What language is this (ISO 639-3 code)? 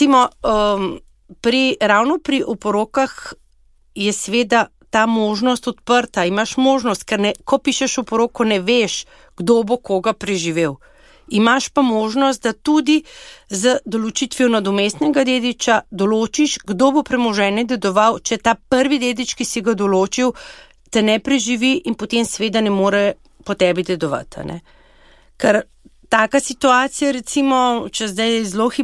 slv